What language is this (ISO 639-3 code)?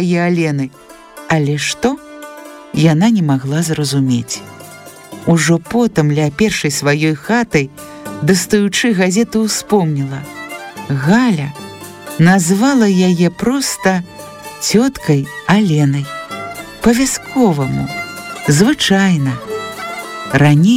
bel